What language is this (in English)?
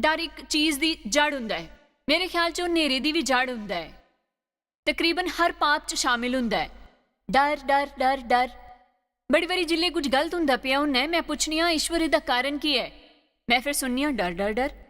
Dogri